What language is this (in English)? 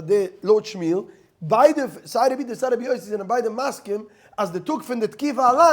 Yiddish